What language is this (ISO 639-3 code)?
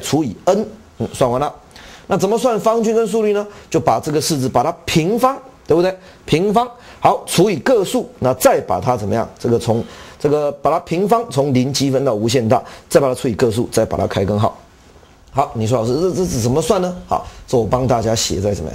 zho